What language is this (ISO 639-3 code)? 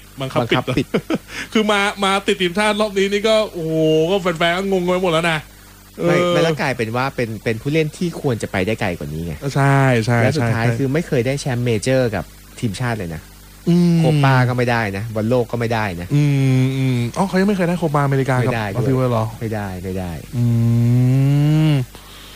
tha